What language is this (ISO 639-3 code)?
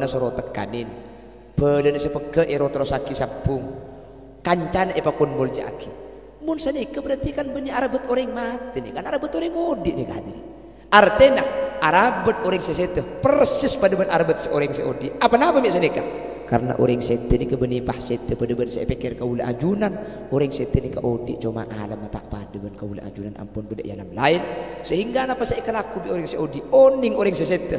mad